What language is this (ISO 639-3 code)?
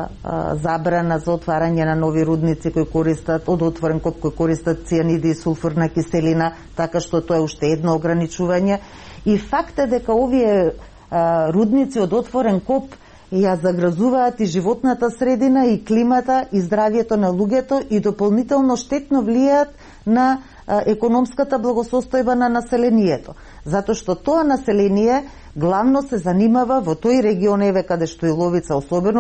mkd